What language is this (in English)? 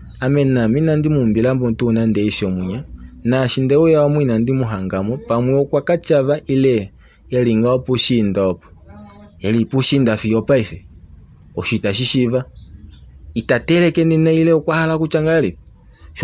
Kuanyama